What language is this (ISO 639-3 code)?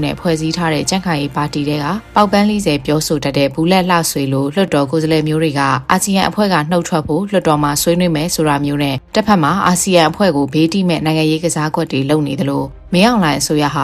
mya